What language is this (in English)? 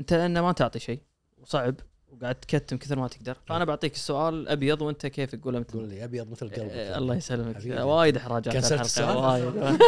Gulf Arabic